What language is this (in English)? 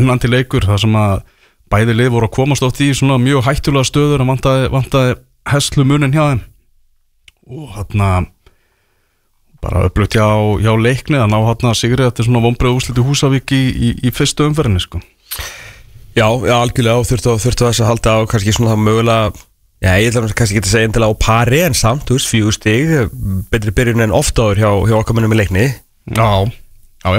Icelandic